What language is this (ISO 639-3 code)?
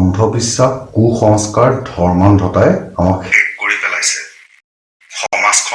asm